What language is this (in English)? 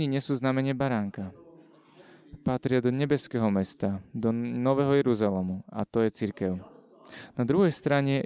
Slovak